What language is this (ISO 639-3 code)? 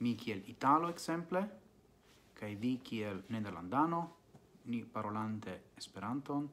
epo